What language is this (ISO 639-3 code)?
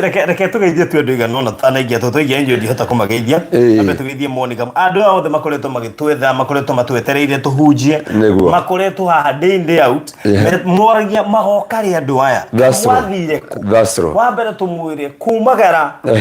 kik